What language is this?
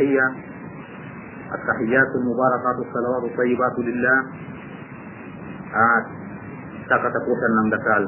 Filipino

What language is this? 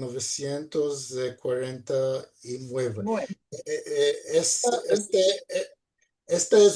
Ladino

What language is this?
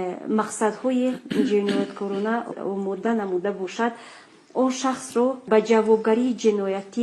Tajik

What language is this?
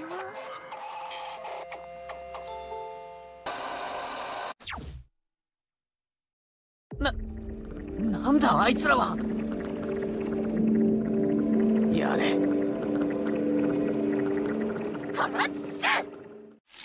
Japanese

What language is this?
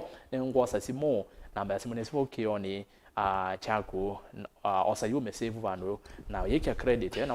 Kamba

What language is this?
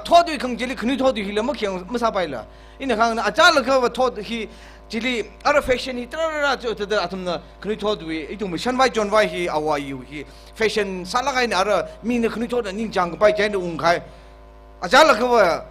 Tangkhul Naga (India)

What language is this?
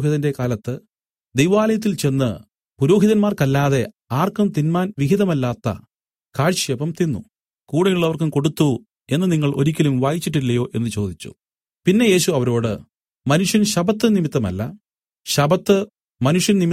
Malayalam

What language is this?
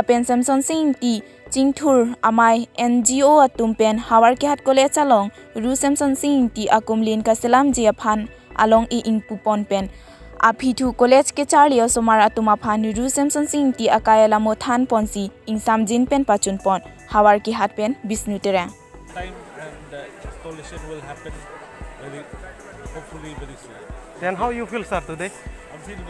Karbi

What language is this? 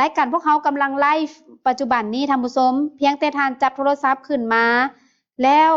Lao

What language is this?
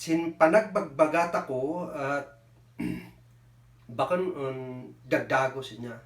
Kankanaey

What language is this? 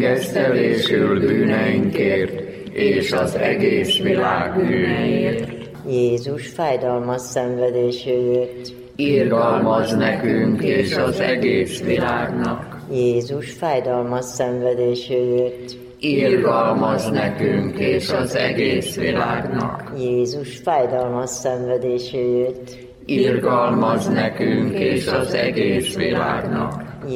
Hungarian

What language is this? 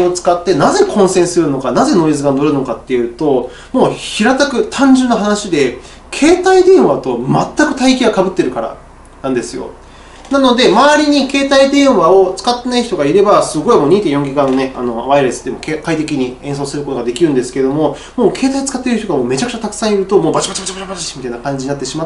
Japanese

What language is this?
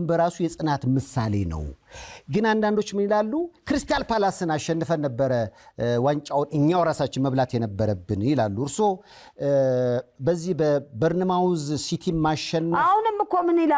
Amharic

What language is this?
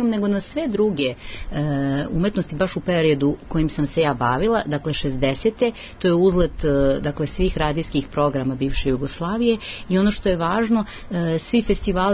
Serbian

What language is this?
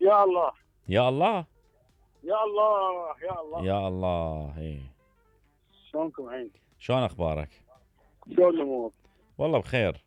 Mesopotamian Arabic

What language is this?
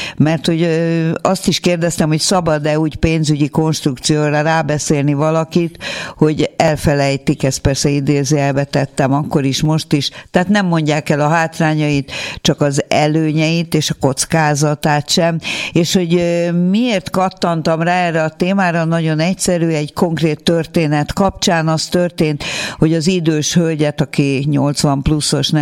Hungarian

